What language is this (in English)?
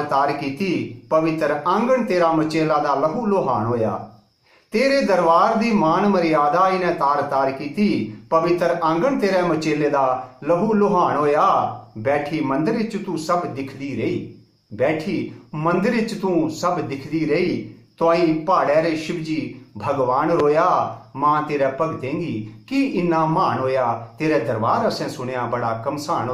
Dogri